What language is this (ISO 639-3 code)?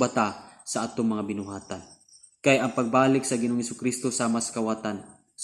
ceb